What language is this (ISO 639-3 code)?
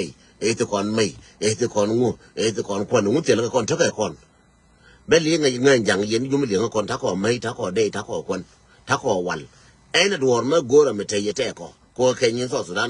nus